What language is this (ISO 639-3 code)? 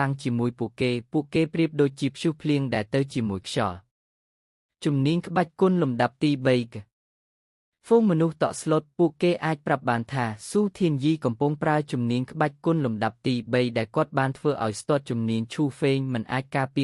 khm